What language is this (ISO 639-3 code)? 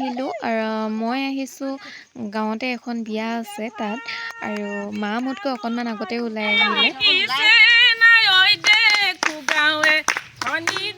asm